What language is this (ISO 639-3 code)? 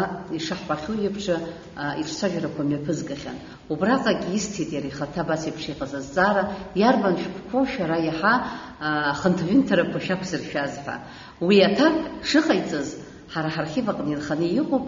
abk